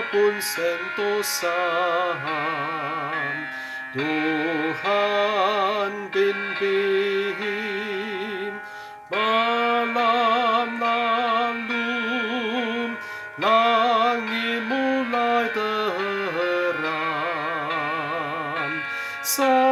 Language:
Malay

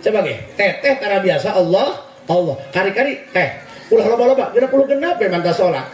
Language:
Sundanese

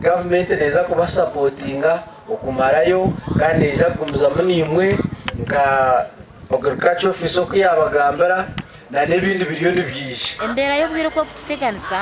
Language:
Nyankole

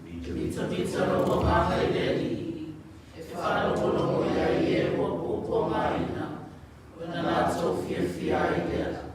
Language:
Samoan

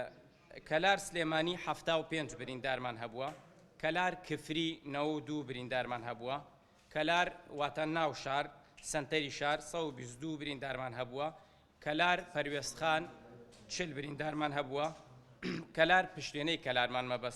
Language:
Central Kurdish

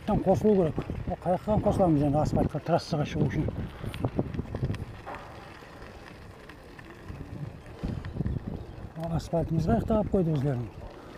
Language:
Kazakh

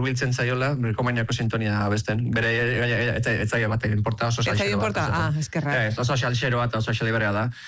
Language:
Basque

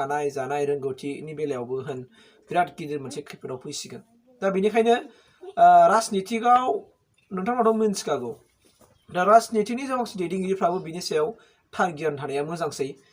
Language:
Bodo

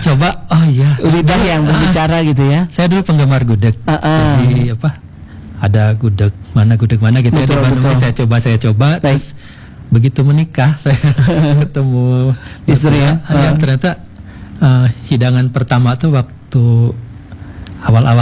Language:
Indonesian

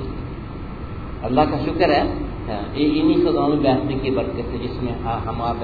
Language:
Urdu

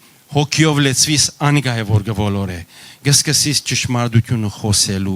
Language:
Western Armenian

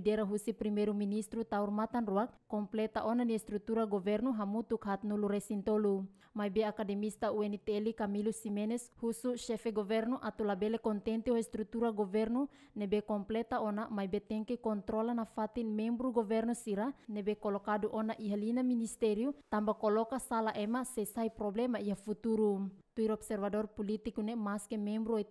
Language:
Tetum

